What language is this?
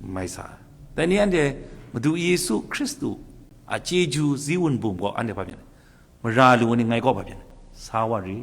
Kachin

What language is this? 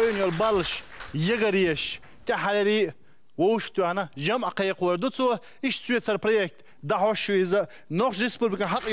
Chechen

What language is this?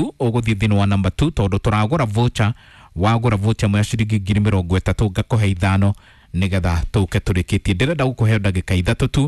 Kikuyu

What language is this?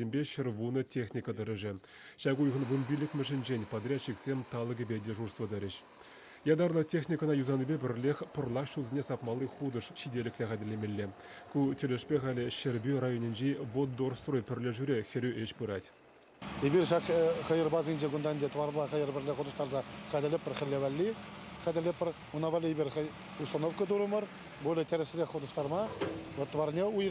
Chuvash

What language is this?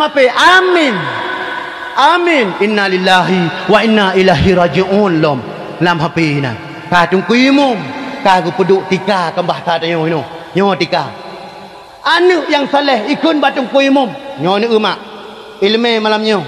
Achinese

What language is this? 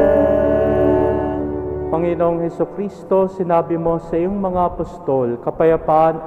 Filipino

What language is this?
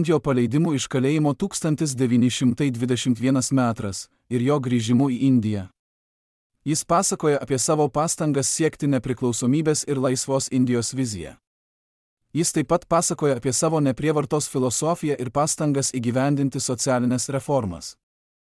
Lithuanian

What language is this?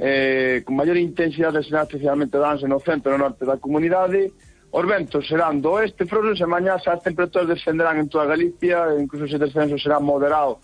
Galician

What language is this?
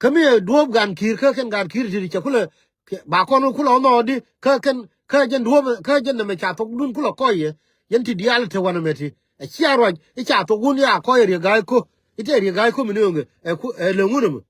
Nuer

